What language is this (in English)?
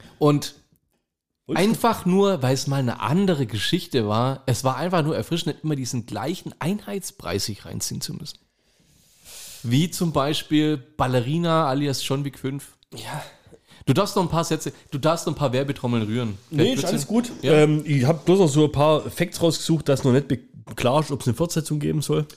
German